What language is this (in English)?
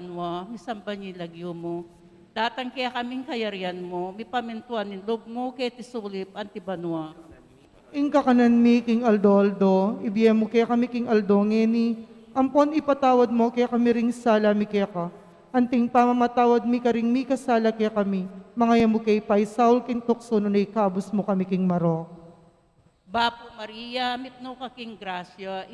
Pampanga